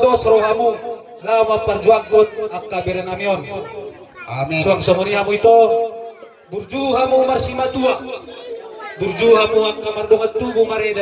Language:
Batak Toba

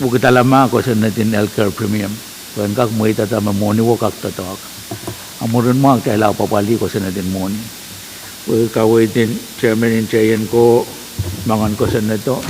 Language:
Pohnpeian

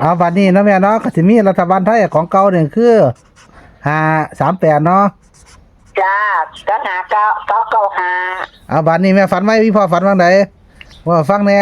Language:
Northeastern Thai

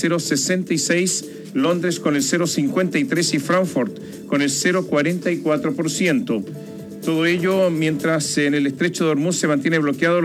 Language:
Spanish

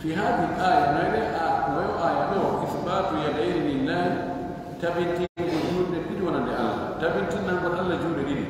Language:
Fula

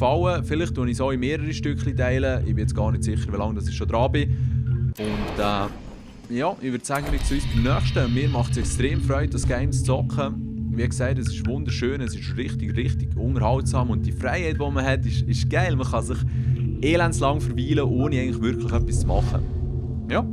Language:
Swiss German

